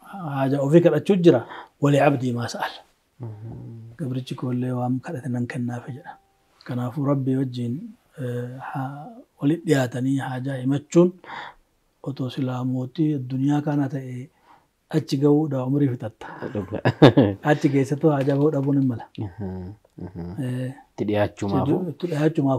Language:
Oromo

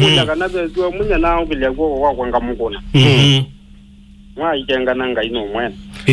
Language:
Kamba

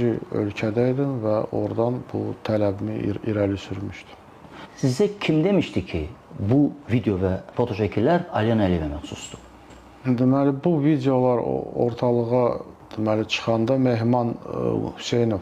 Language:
Azerbaijani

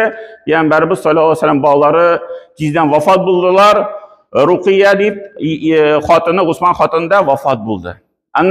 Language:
Tatar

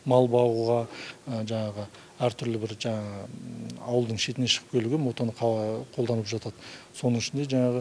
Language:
Kazakh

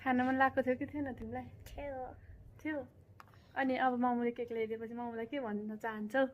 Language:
Nepali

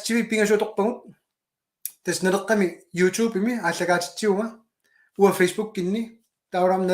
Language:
Kalaallisut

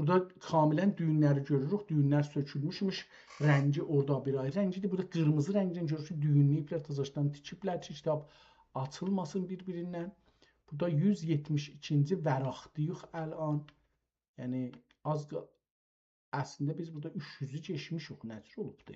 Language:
South Azerbaijani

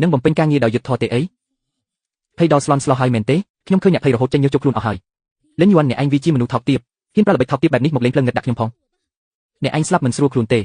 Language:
Khmer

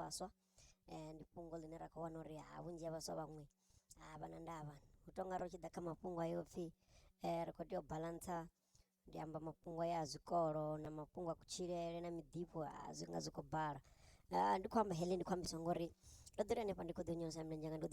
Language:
Venda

